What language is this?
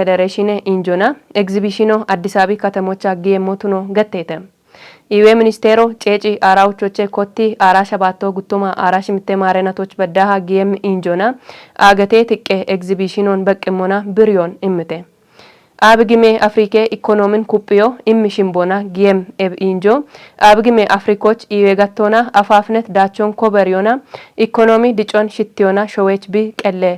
Kafa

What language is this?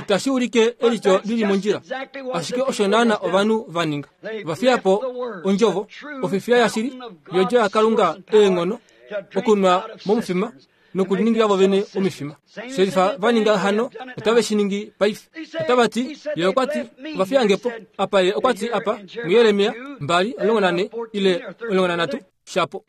Kuanyama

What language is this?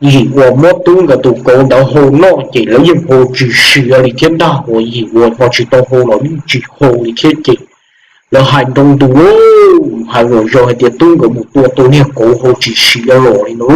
Hmong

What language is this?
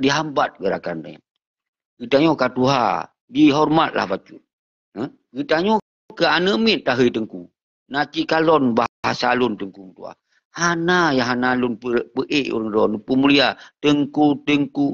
Achinese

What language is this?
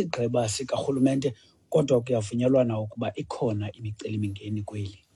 Xhosa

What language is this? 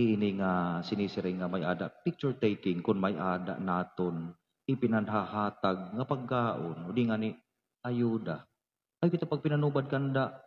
Waray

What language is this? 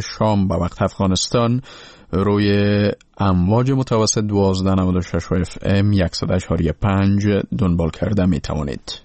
Persian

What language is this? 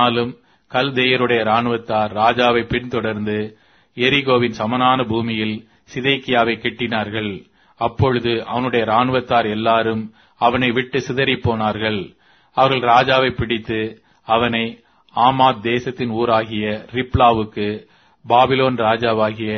Tamil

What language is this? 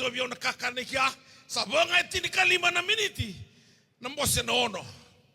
Fijian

